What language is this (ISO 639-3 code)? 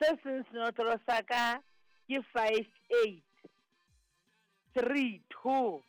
sot